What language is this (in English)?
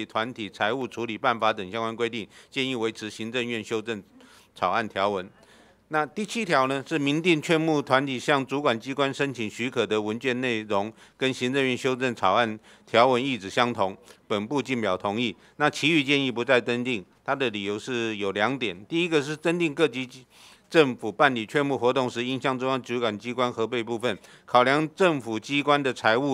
Chinese